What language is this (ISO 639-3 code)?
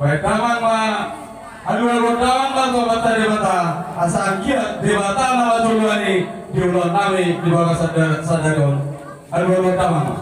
bbc